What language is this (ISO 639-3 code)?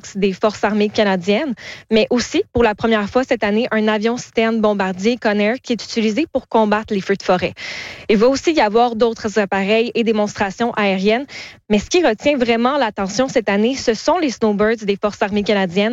fra